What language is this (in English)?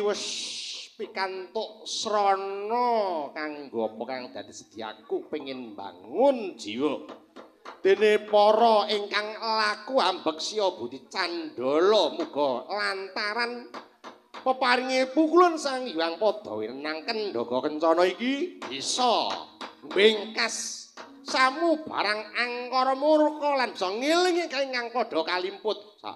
Javanese